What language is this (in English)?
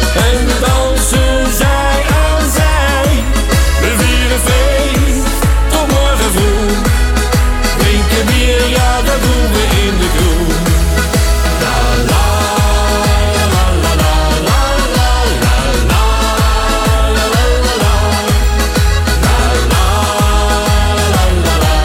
Dutch